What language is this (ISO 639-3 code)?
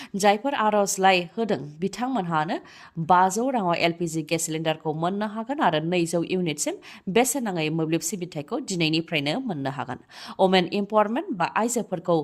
brx